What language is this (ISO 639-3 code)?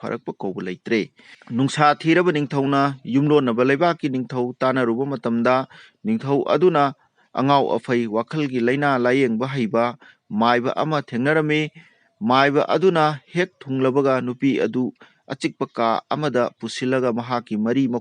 mni